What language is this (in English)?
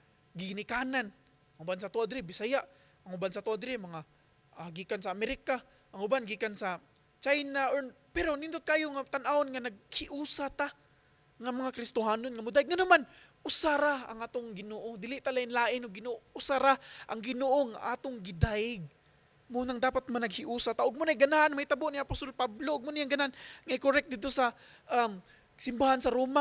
Cebuano